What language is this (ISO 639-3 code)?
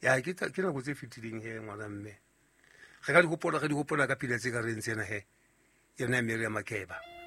sot